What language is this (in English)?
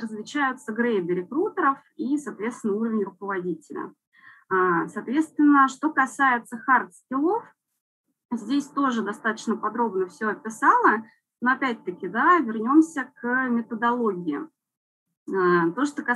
Russian